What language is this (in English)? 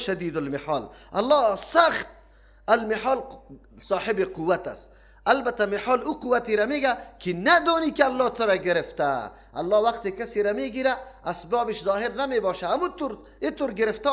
Persian